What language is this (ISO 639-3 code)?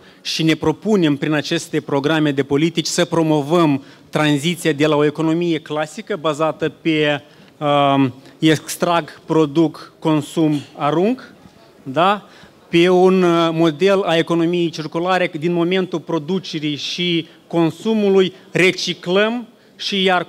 ron